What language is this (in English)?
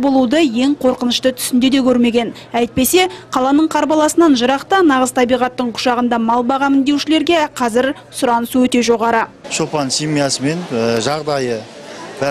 Kazakh